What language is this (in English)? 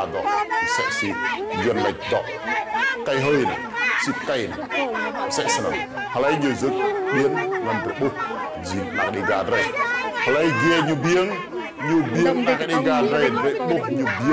Rade